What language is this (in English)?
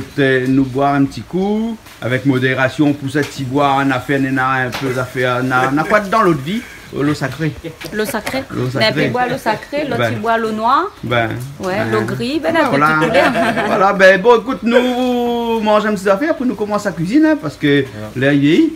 Réunion Creole French